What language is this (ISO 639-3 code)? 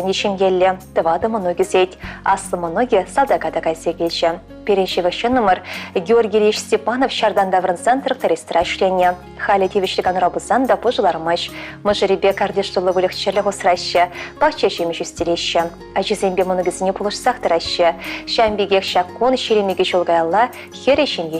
chv